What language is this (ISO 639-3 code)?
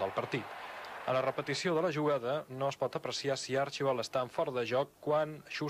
cat